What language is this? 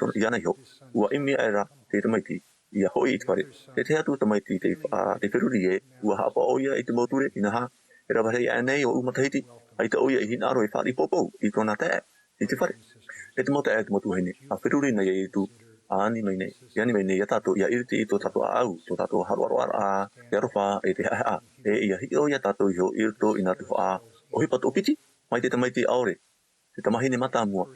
Tahitian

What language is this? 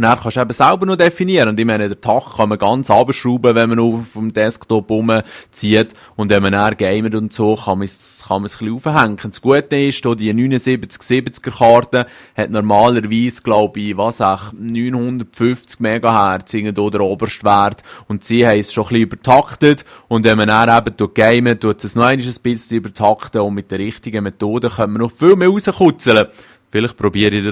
Swiss German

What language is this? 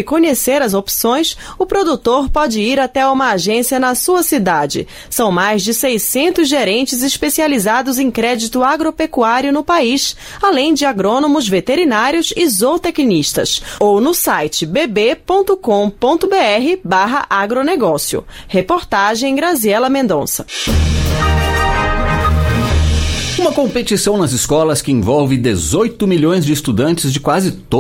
Portuguese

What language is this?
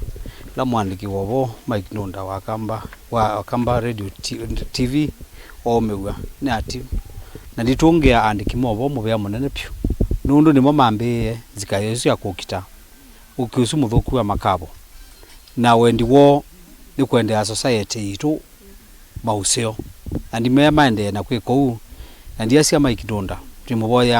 Kamba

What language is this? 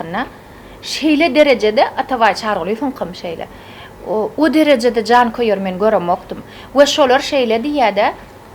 Turkmen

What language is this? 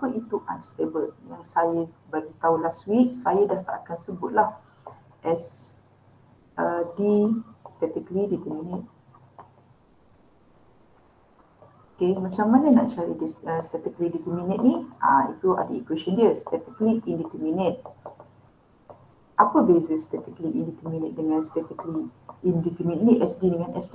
Malay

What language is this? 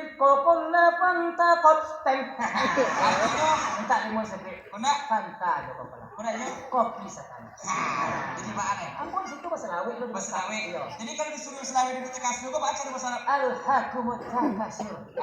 Minangkabau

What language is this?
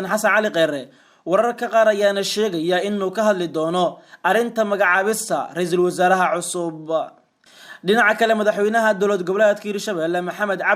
Somali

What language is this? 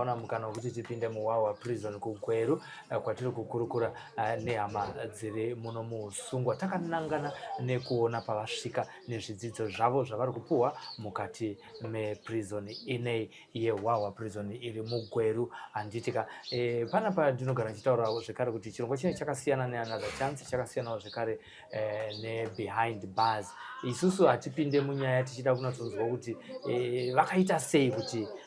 Shona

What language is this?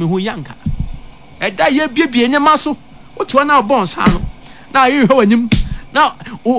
Akan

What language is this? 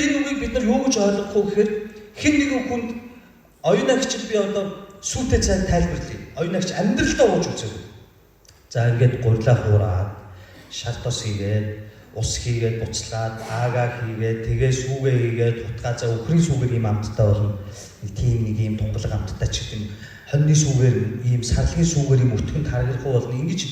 Mongolian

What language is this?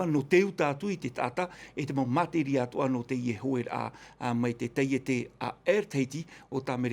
Tahitian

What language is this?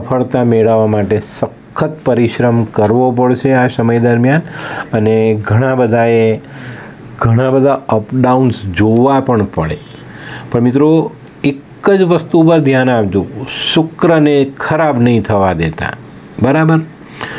Gujarati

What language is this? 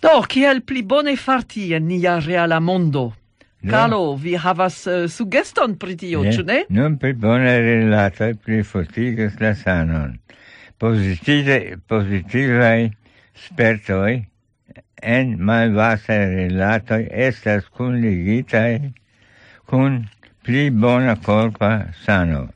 Esperanto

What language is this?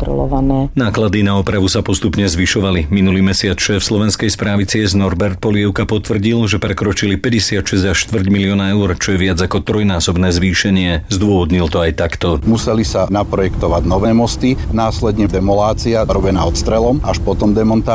Slovak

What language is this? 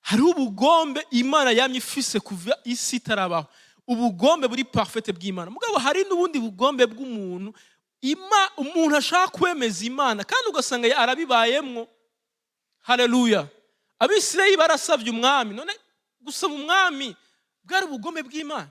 Rundi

